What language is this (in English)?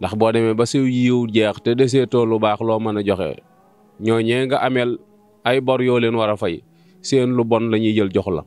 Wolof